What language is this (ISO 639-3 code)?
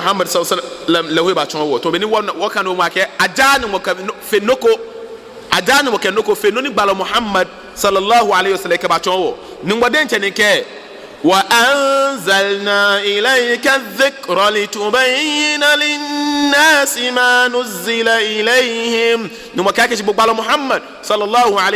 gaa